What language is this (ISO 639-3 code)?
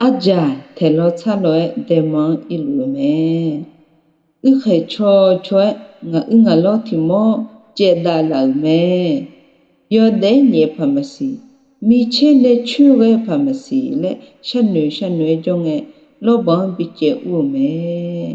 ahk